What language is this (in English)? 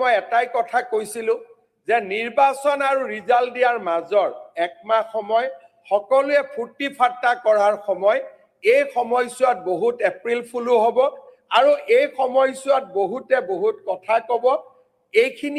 Assamese